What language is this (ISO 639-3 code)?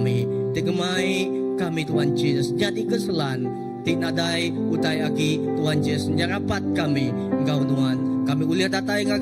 iba